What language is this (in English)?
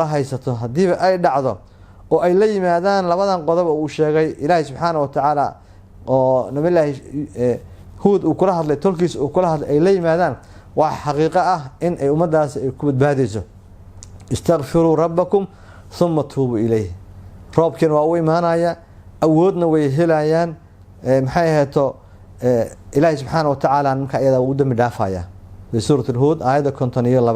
Somali